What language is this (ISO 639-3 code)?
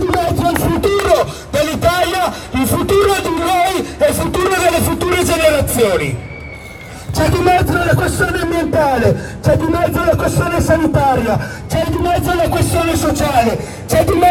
ita